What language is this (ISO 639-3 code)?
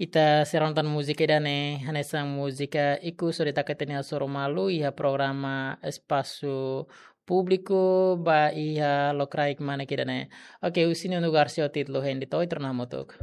tet